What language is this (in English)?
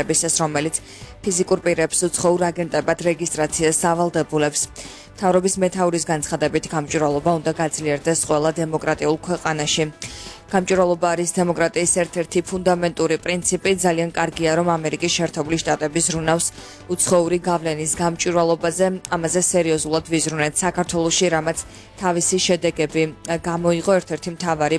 Georgian